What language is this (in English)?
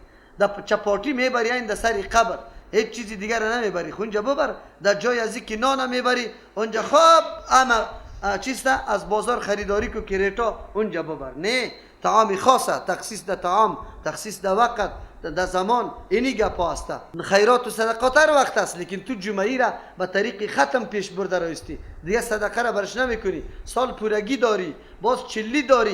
Persian